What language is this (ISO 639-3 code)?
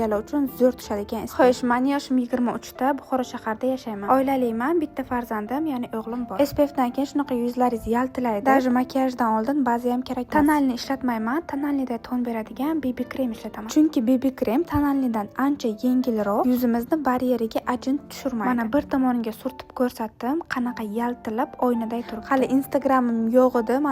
uzb